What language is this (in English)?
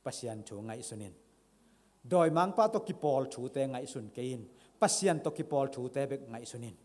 Tedim Chin